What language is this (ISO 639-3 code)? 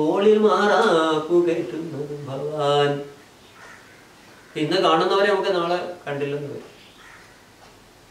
mal